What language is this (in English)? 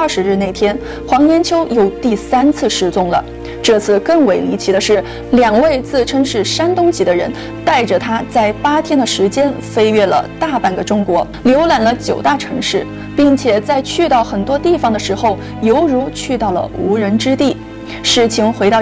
Chinese